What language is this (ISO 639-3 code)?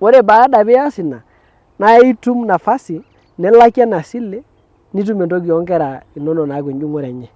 mas